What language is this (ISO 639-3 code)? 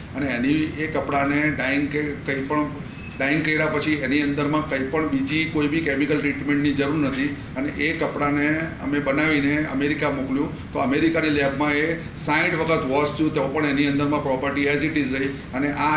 guj